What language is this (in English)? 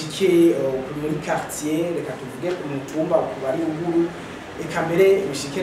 Rundi